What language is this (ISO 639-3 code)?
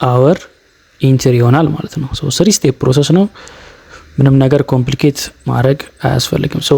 amh